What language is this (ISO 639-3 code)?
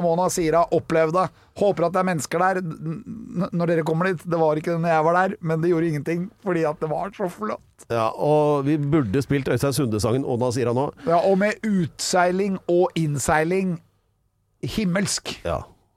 nor